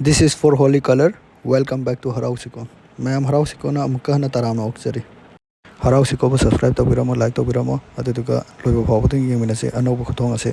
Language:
Manipuri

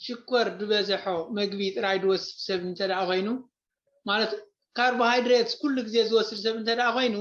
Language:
Tigrinya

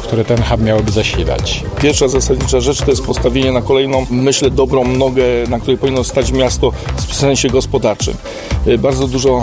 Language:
Polish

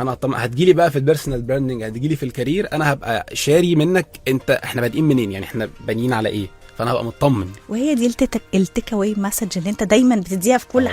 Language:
Egyptian Arabic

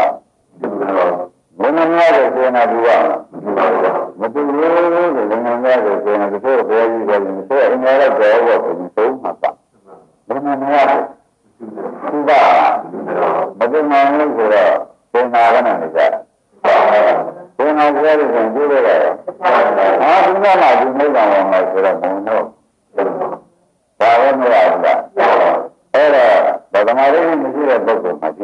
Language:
Burmese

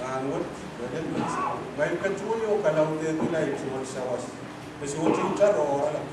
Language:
Pohnpeian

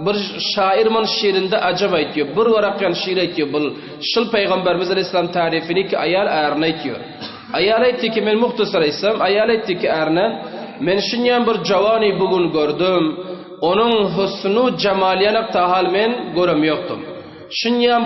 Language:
Turkmen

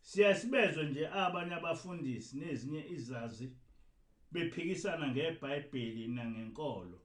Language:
Zulu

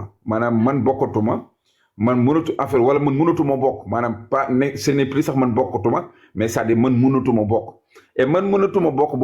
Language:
Wolof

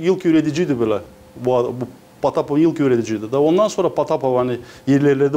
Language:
Gagauz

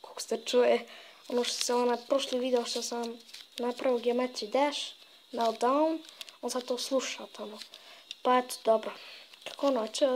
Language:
Bosnian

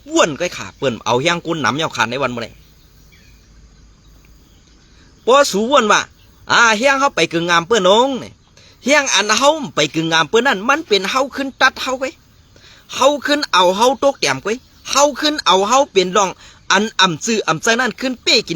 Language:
Shan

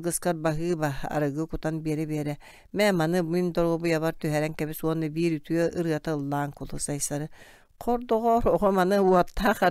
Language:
Yakut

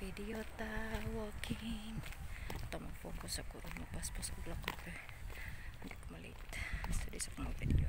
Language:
Cebuano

